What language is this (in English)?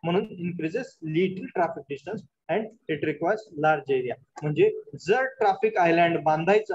Marathi